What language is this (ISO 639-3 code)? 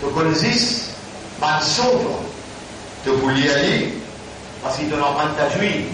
mfe